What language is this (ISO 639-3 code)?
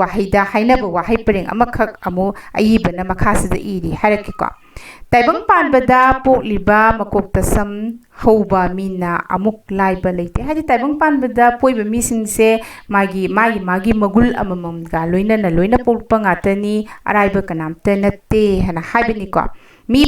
mni